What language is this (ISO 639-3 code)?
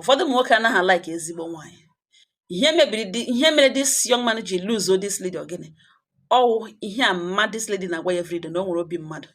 ibo